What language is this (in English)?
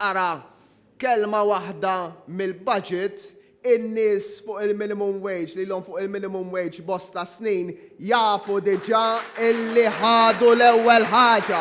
Maltese